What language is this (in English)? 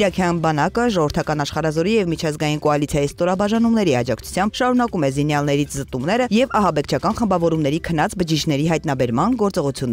Armenian